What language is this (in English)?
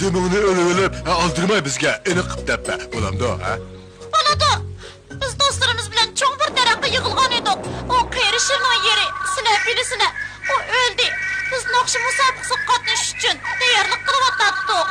Uyghur